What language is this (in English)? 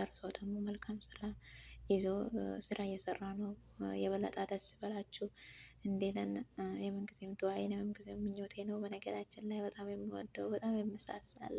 Amharic